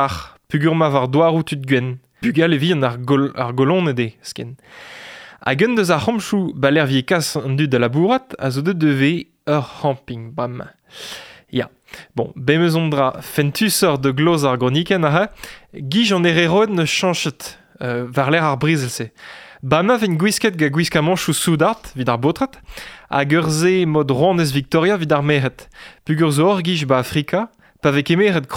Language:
Breton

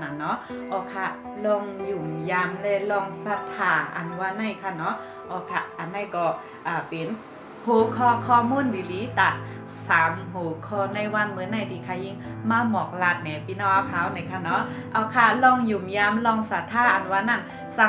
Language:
Shan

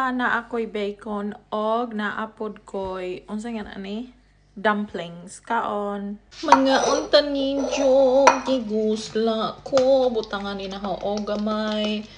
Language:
Cebuano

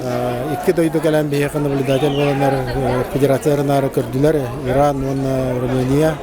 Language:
Yakut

